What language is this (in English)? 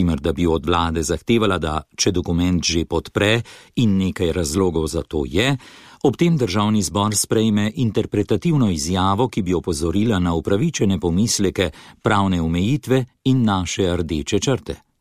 Slovenian